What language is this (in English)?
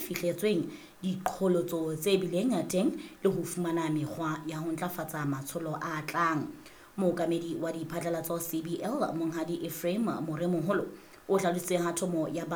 Southern Sotho